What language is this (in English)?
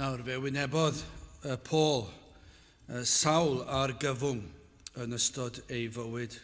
Welsh